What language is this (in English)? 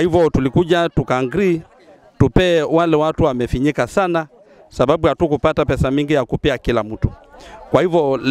Swahili